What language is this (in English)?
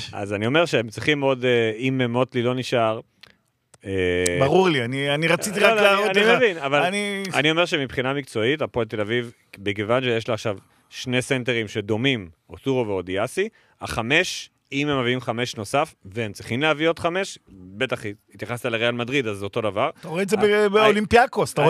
Hebrew